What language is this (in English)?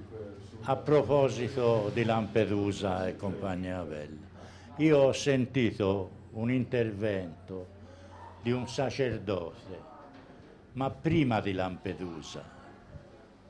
Italian